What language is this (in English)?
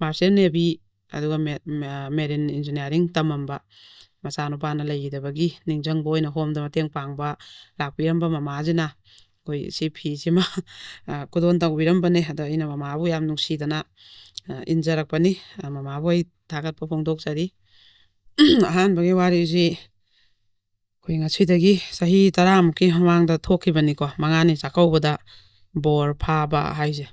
Manipuri